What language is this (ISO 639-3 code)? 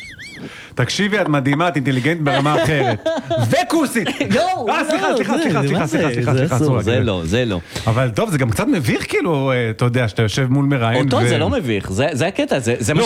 heb